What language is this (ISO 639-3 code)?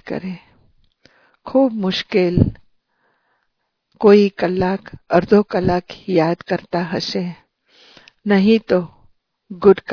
guj